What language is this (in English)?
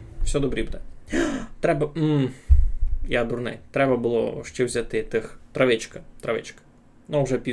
Rusyn